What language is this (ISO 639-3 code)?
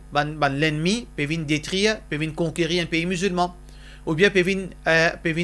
mfe